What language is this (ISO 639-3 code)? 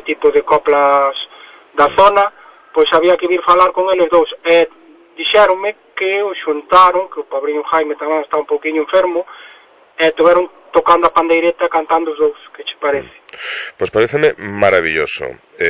glg